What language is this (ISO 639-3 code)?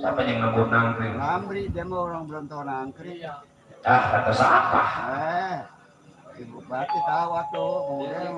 bew